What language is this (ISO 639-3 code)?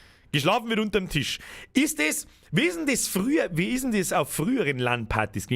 bar